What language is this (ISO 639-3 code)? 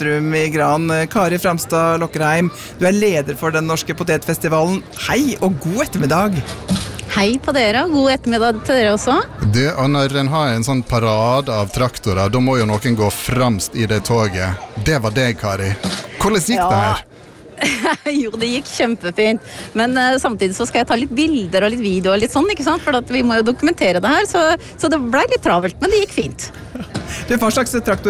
nor